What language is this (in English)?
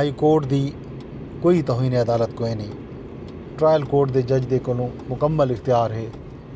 Saraiki